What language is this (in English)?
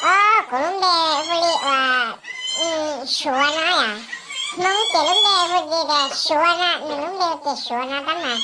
Hmong